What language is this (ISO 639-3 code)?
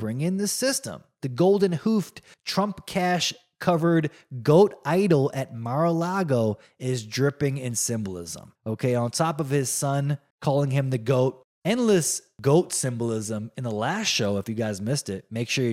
eng